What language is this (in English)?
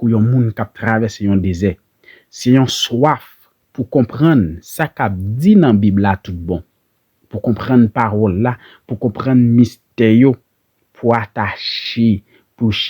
Haitian Creole